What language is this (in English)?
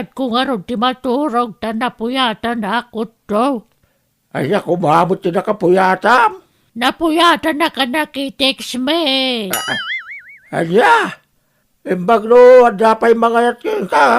Iloko